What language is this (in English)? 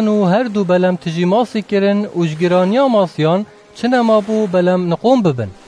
Kurdish